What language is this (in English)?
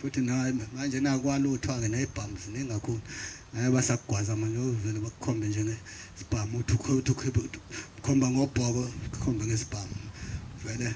Zulu